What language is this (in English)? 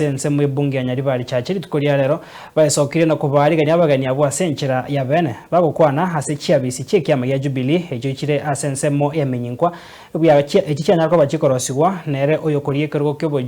Gusii